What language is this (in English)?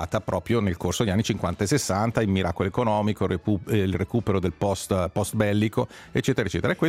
Italian